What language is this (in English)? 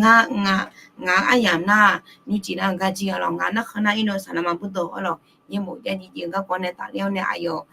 Akha